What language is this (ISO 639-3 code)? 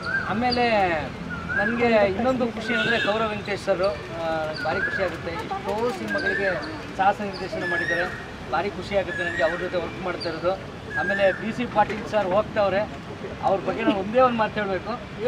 kan